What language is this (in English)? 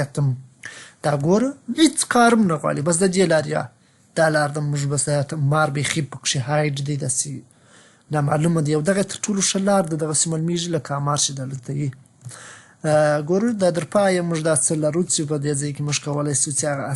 Pashto